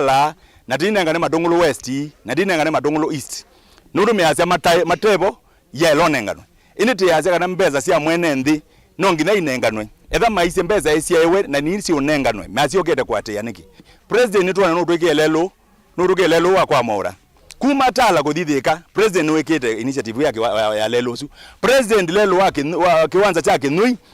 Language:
Kamba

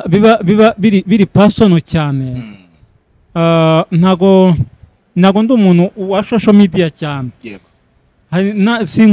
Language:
Kinyarwanda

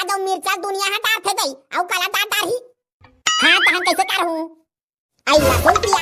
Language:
Chhattisgarhi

